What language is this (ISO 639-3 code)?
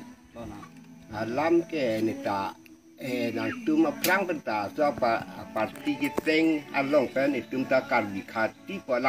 mjw